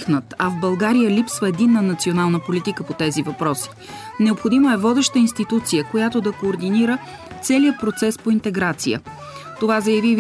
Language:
Bulgarian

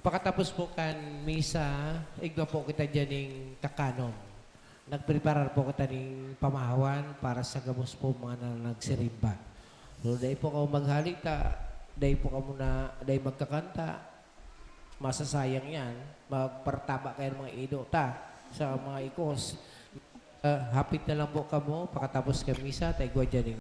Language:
Bikol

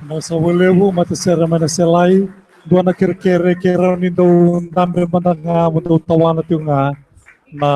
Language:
Fijian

